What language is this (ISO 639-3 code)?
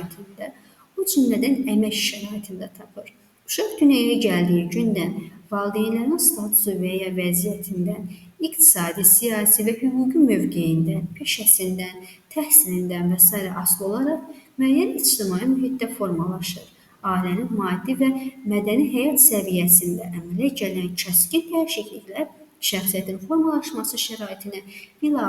aze